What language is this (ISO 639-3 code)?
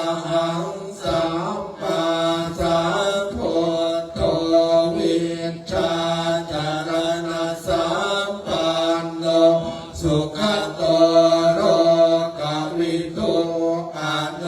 pli